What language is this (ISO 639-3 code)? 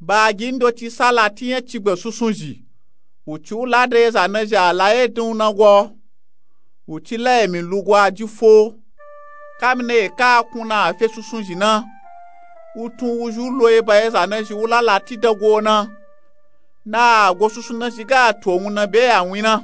nup